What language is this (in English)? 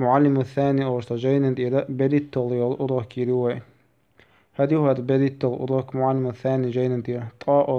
Chechen